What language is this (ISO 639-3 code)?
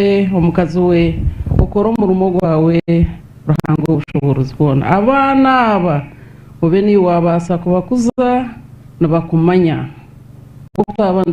nyn